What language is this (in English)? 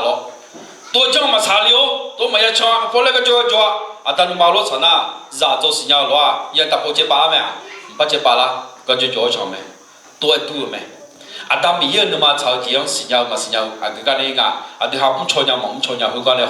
Akha